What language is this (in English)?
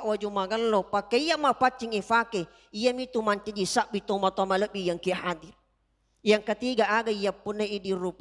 Buginese